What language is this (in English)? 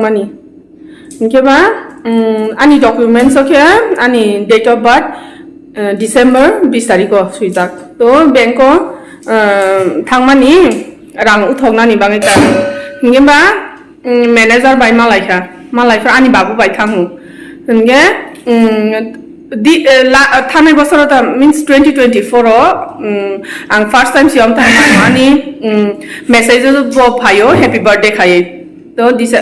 Kok Borok